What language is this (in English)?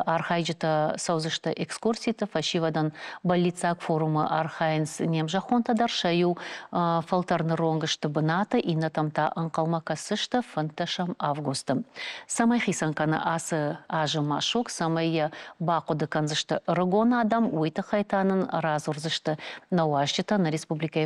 Ossetic